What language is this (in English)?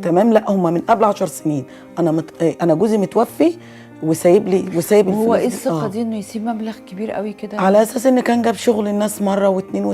Egyptian Arabic